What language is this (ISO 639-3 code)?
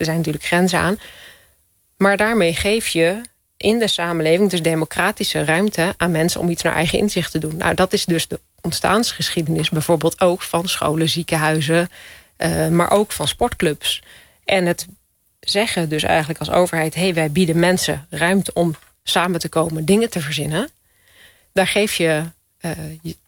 nld